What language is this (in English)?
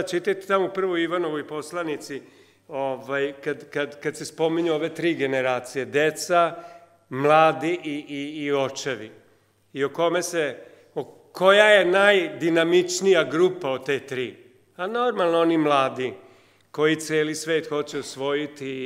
Serbian